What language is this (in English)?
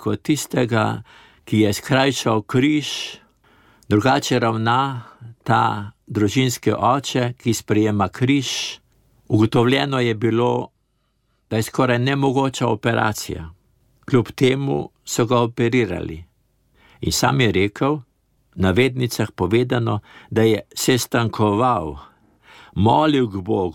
Slovenian